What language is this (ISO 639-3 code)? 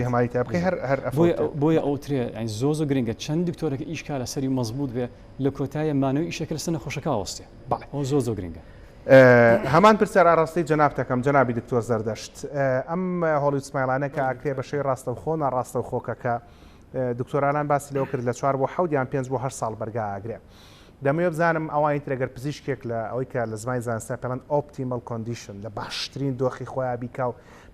ckb